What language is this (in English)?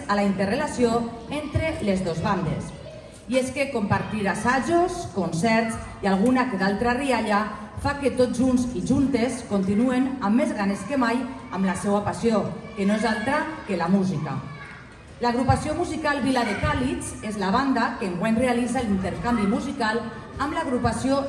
Catalan